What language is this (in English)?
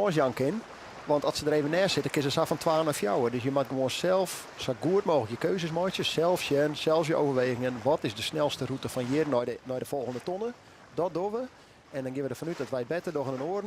Western Frisian